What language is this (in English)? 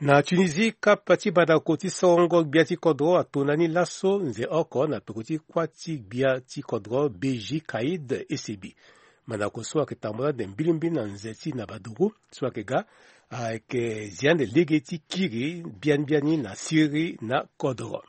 Sango